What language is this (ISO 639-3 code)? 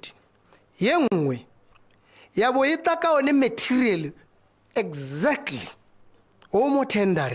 tsn